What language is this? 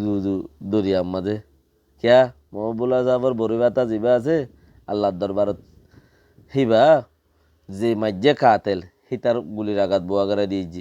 Rohingya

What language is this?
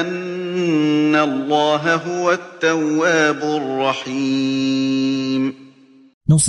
Galician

